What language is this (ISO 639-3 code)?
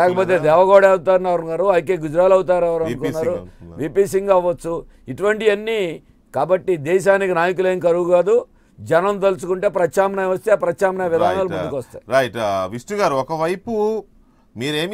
tel